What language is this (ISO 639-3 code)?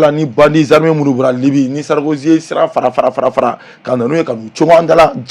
bam